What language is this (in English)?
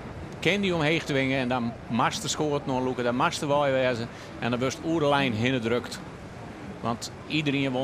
Western Frisian